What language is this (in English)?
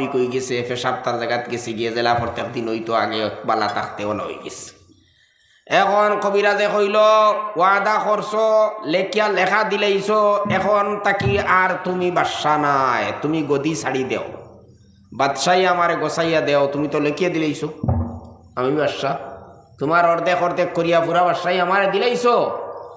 Sylheti